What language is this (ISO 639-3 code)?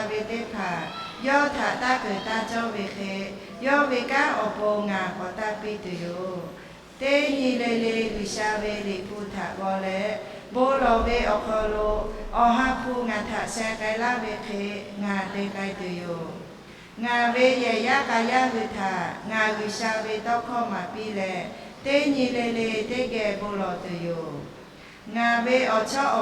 lhu